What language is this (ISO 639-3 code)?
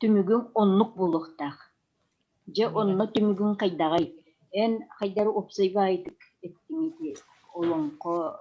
sah